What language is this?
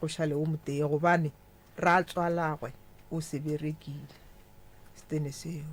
Northern Sotho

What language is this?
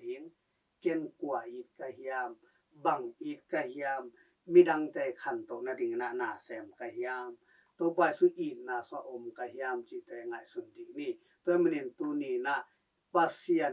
Tedim Chin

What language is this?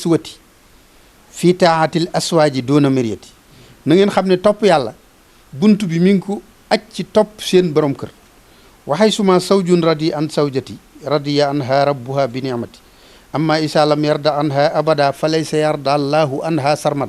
Wolof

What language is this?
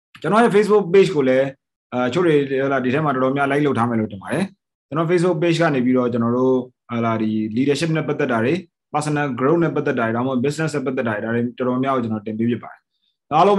Burmese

